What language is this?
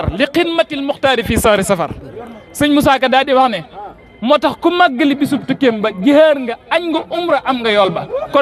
Wolof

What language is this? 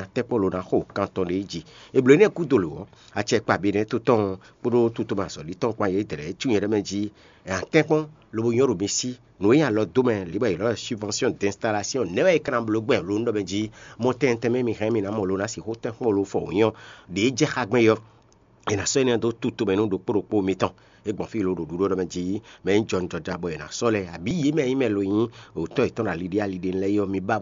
Fon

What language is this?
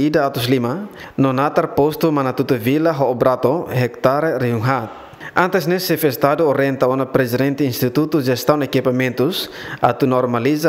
Tetum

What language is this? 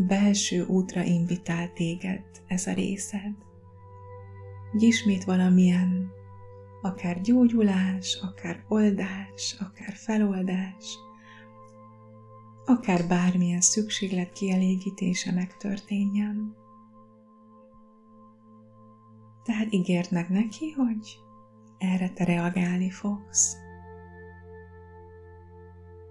Hungarian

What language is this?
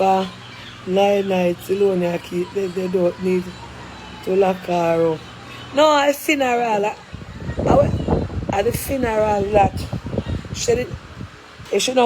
Jamaican Creole English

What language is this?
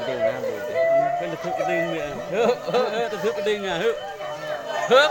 Achinese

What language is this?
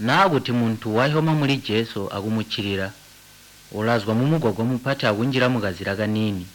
Tonga (Zambia)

